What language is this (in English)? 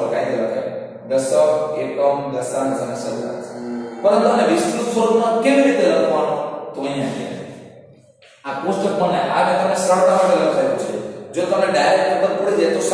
Gujarati